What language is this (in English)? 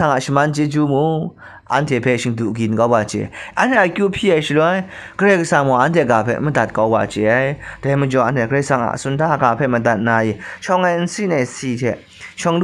Kachin